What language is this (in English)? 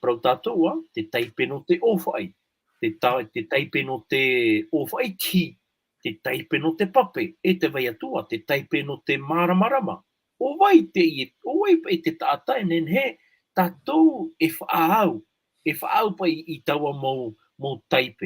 Tahitian